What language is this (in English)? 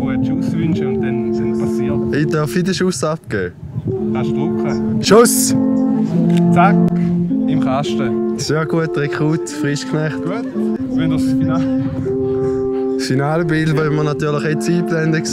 Swiss German